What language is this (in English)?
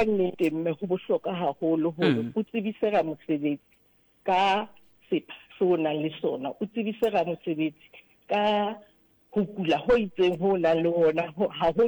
Southern Sotho